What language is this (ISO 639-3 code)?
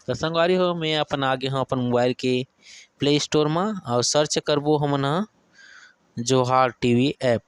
hne